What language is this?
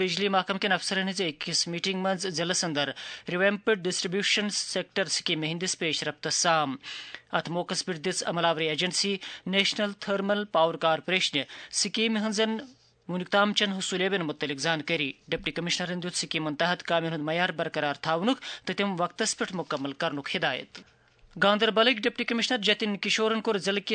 Kashmiri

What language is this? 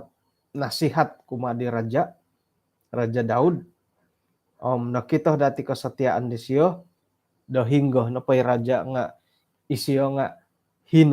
Central Dusun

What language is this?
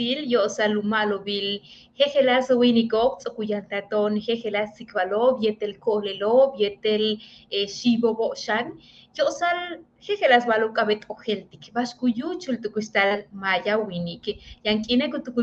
Yucateco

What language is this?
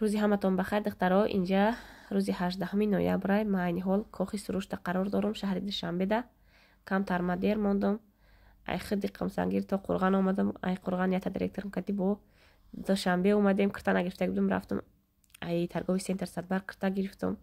Tajik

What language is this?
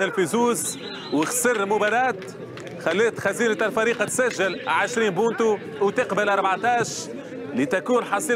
Tunisian Arabic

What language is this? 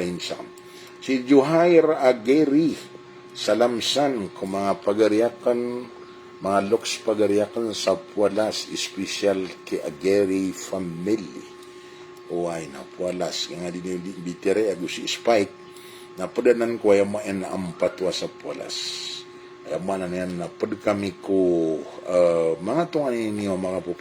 Maranao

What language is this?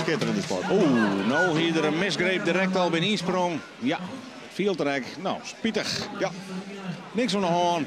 Western Frisian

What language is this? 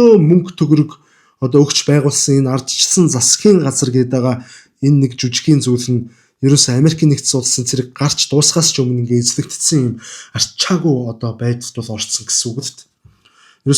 Mongolian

